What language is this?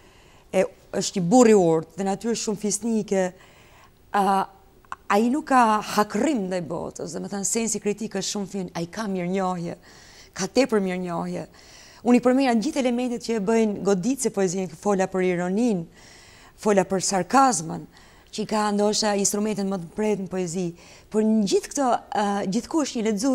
Albanian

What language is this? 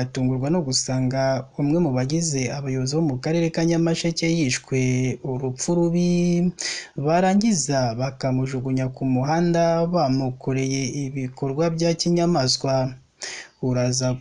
Kinyarwanda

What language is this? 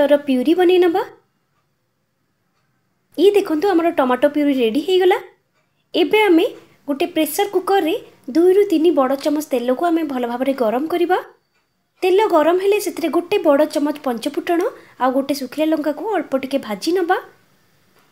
Odia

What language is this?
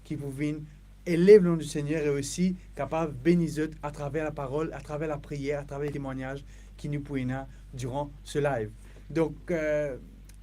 Morisyen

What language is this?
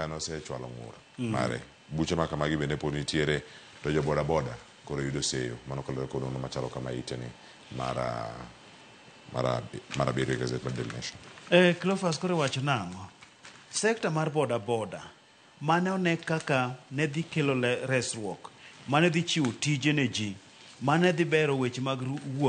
Luo (Kenya and Tanzania)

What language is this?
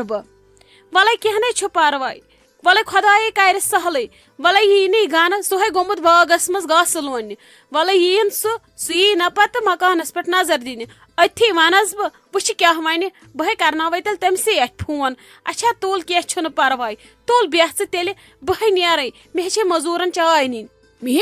Kashmiri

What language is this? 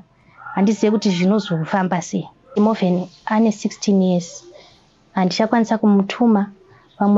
Shona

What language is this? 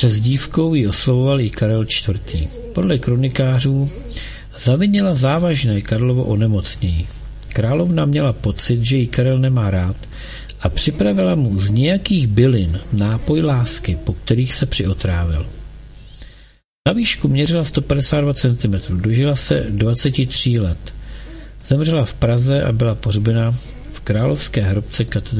Czech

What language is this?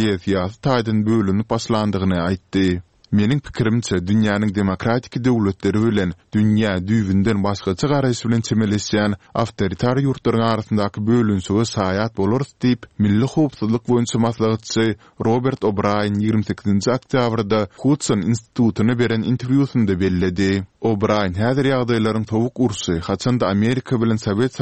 Turkmen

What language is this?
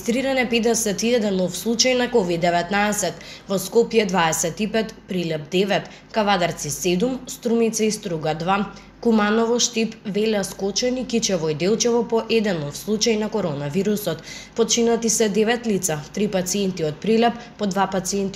Macedonian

